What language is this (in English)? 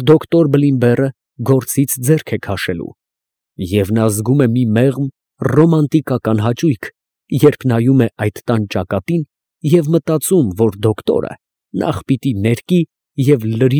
Armenian